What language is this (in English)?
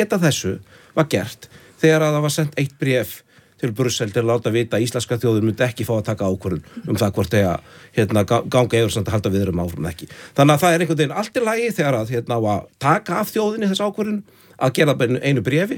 Icelandic